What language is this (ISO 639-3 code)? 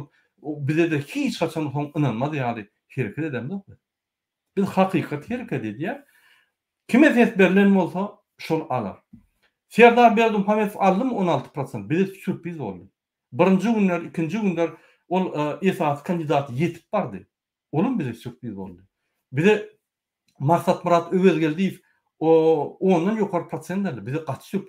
tuk